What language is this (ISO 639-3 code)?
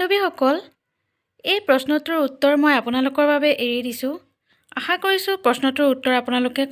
asm